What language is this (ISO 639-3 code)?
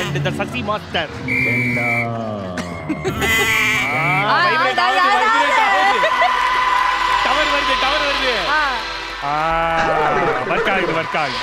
tam